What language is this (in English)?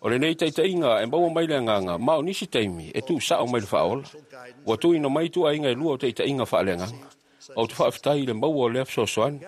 Samoan